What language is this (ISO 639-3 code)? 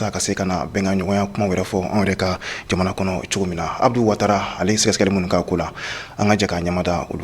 bam